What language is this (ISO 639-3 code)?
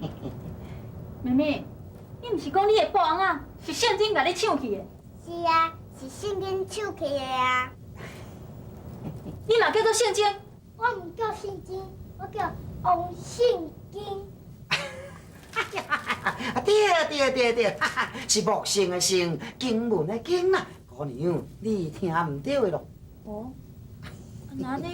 nan